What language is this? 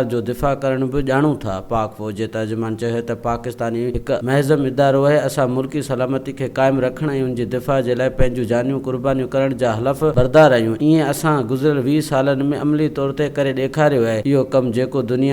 Sindhi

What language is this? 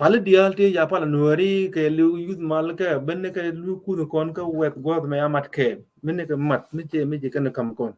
Nuer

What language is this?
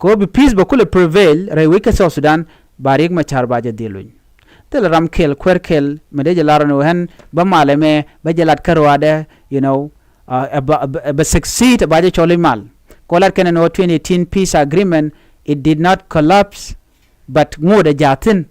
Nuer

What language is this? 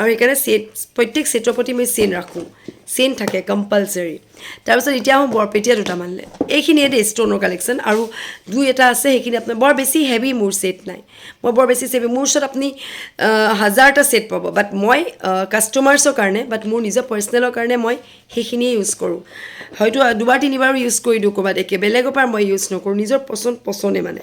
Assamese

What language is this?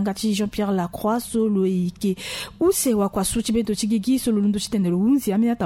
Sango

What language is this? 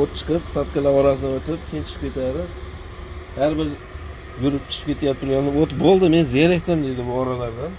Uzbek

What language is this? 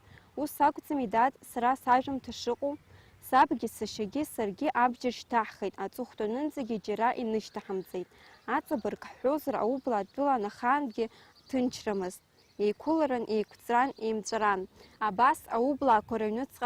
Abkhazian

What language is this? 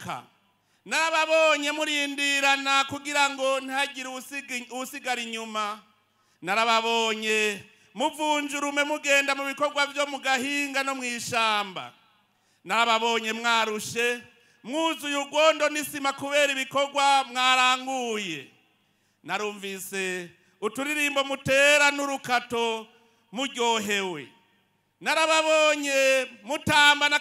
Rundi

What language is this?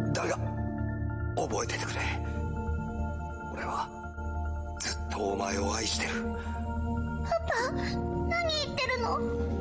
Japanese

